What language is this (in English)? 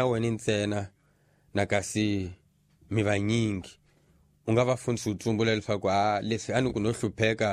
Tsonga